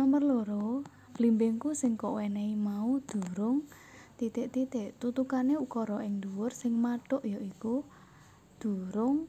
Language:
Javanese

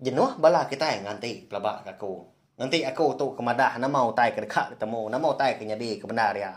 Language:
Iban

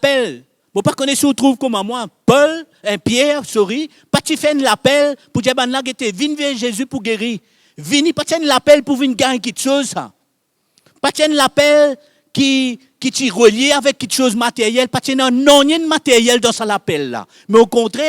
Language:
Morisyen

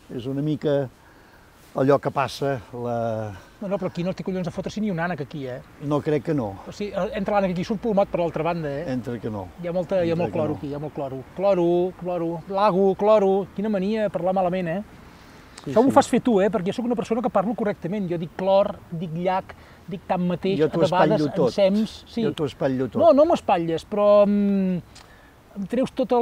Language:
Catalan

